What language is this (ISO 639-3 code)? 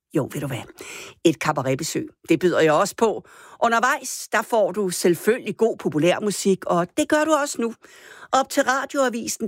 dan